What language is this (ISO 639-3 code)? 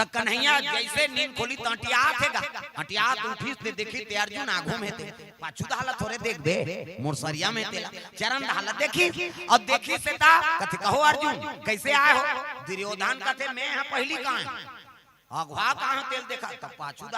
hne